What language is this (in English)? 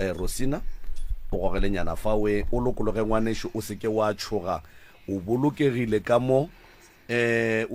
Northern Sotho